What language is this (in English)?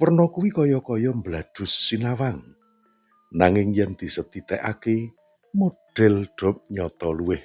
Javanese